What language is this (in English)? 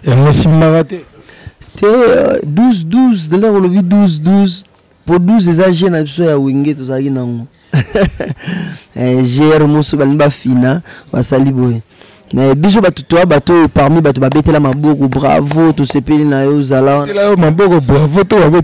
Lingala